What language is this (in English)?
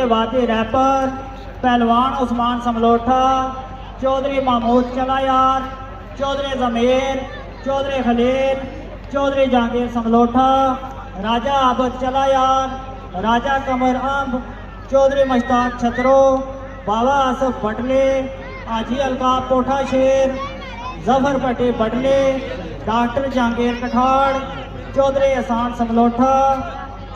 Pahari-Potwari